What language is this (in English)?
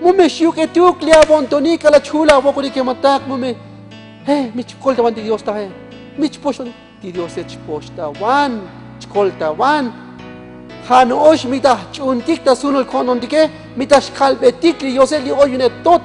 Tzotzil